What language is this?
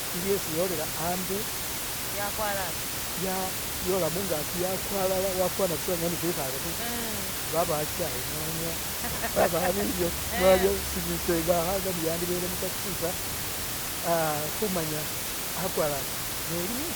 Masaaba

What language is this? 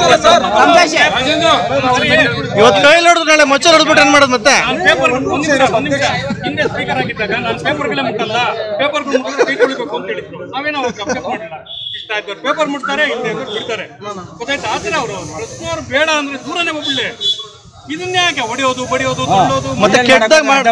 Kannada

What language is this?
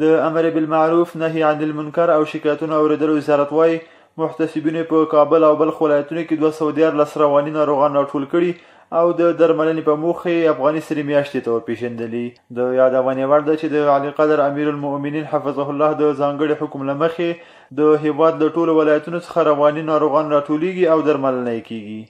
Pashto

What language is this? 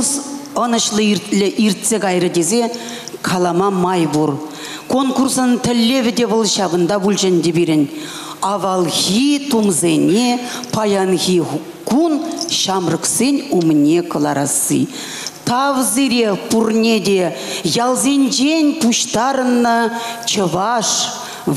Chuvash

